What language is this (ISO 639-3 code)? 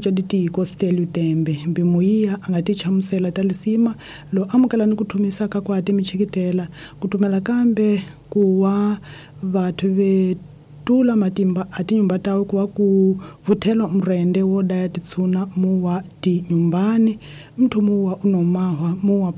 tso